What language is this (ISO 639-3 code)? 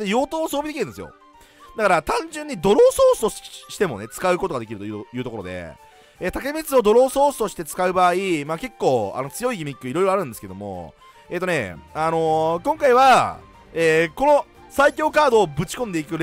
jpn